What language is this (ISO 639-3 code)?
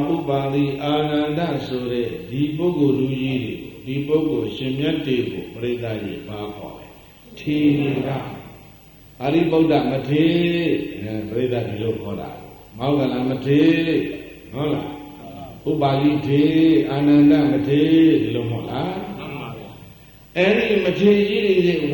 mya